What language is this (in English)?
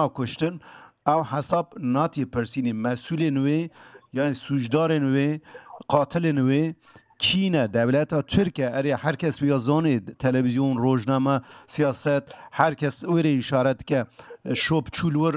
Kurdish